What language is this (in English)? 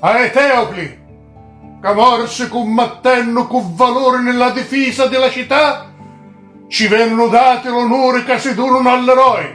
Sicilian